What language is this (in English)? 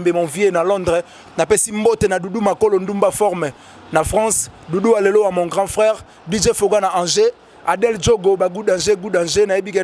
Lingala